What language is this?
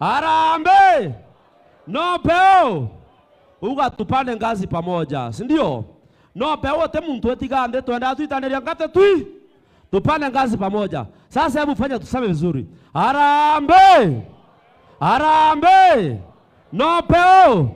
Meru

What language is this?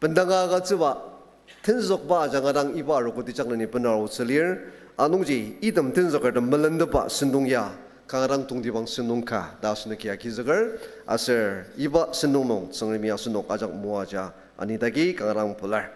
Ao Naga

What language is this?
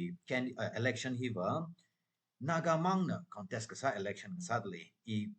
Tangkhul Naga (India)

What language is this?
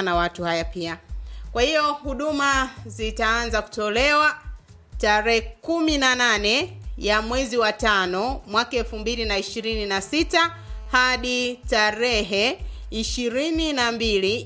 Swahili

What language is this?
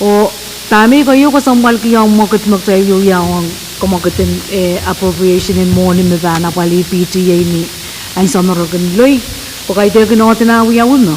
Pohnpeian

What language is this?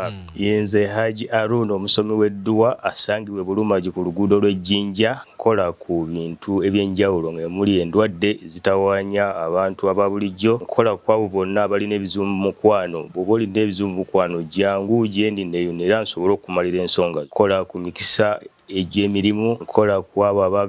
Ganda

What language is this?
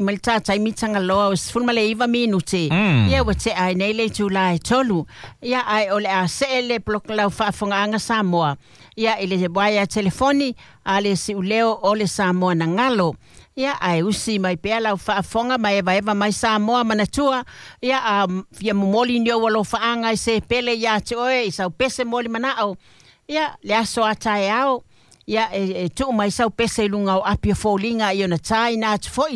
Samoan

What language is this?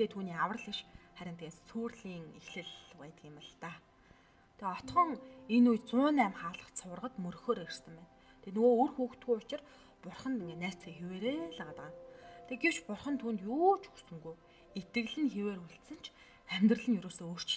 Mongolian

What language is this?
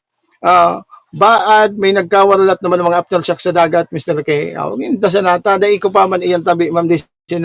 Bikol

